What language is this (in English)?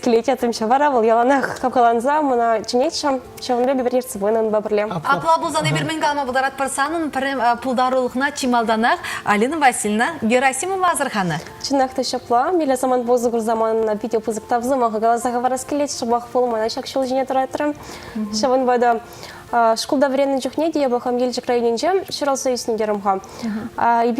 Chuvash